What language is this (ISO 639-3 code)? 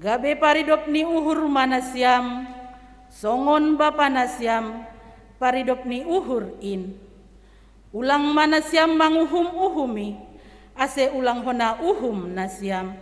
bts